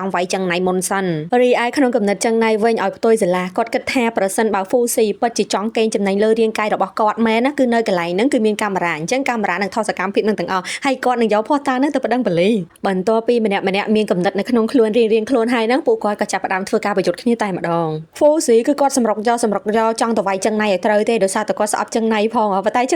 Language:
Khmer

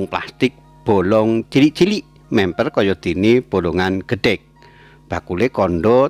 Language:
Javanese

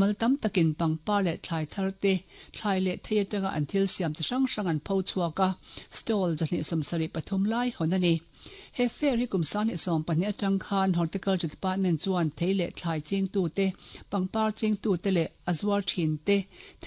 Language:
Mizo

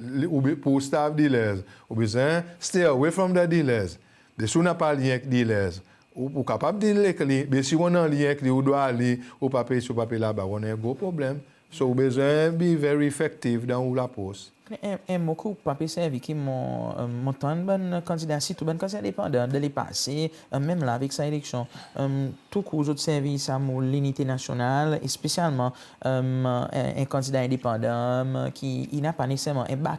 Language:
Seselwa Creole French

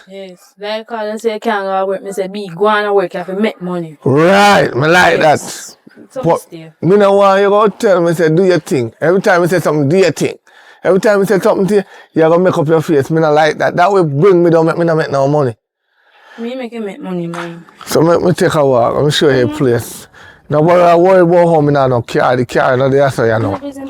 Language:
Jamaican Creole English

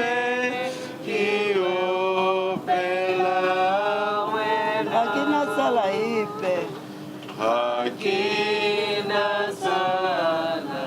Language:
Tswana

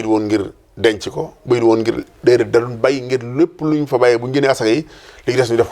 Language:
Wolof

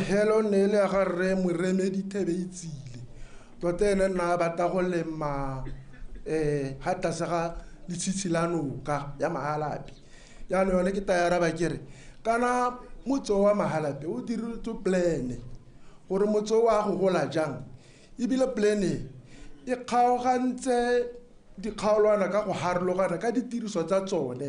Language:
Tswana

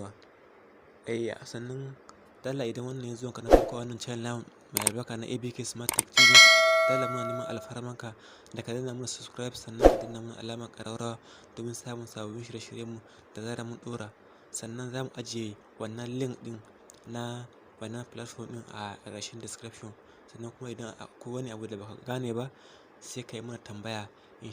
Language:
Hausa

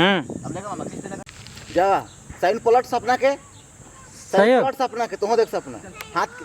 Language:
Sadri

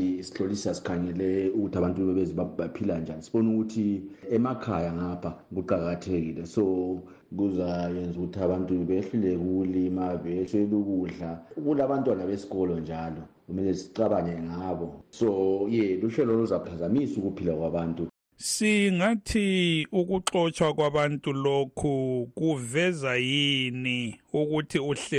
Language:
North Ndebele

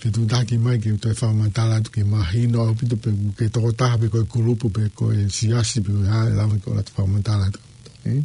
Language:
Tongan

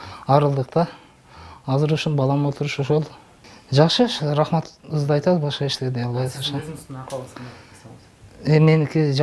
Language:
Kyrgyz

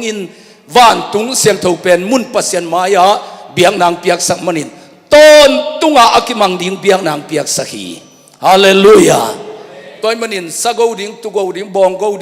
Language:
Tedim Chin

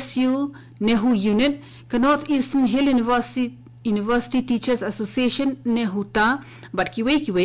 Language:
Khasi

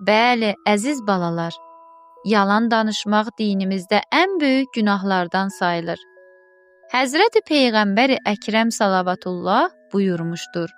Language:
Azerbaijani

